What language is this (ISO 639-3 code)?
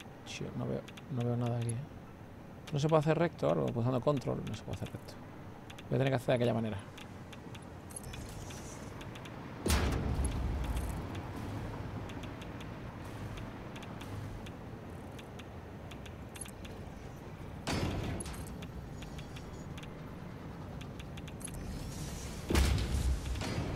spa